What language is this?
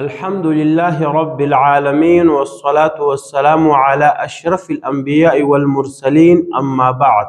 Pashto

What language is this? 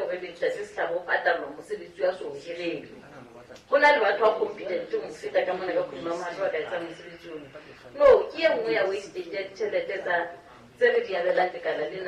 Southern Sotho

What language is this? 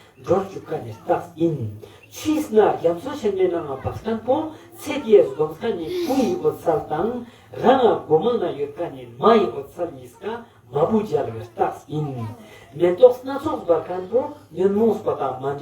Ladakhi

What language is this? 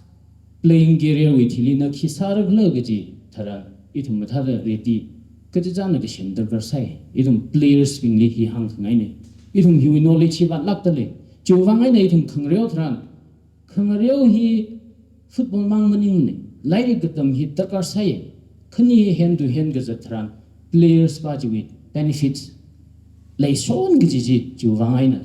Tangkhul Naga (India)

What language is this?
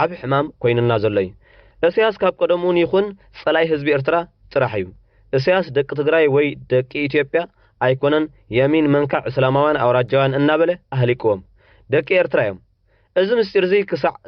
Tigrinya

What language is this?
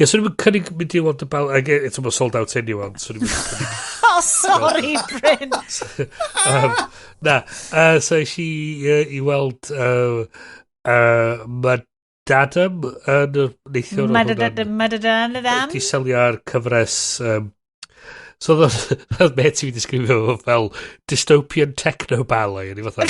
Welsh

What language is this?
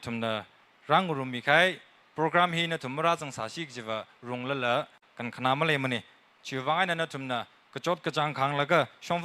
Tangkhul Naga (India)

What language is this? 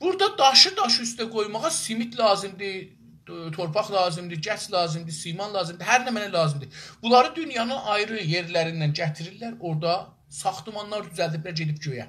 South Azerbaijani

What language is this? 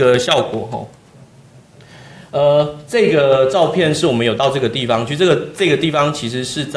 Chinese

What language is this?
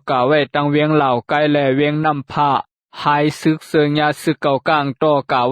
Shan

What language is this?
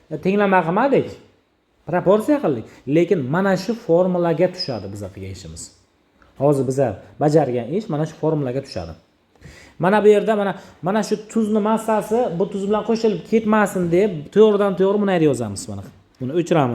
Uzbek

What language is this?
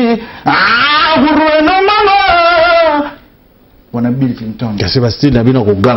Lingala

